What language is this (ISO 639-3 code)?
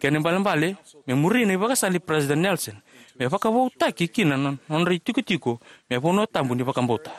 fij